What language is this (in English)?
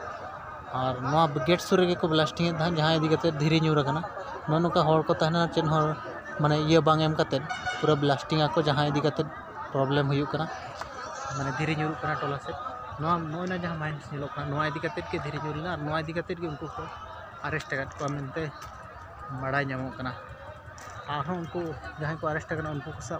Santali